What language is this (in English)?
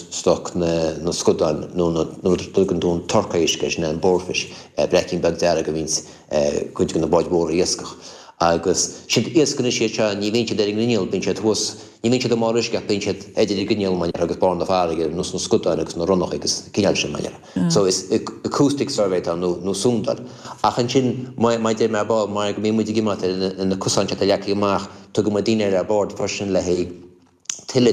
Irish